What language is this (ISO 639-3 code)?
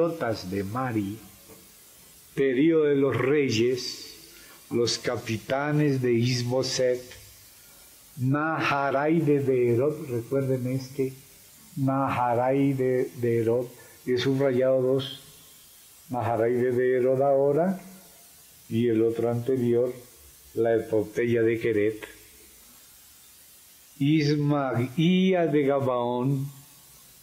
spa